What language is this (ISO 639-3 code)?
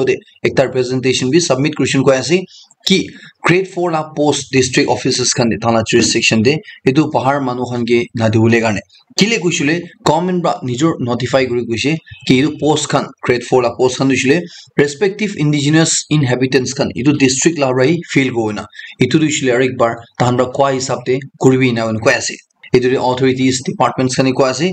nag